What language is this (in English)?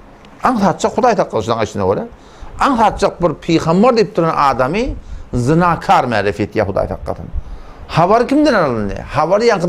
Turkmen